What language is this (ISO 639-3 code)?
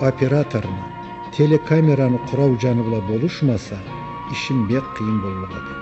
krc